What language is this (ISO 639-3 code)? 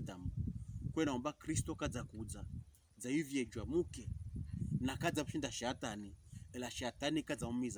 pkb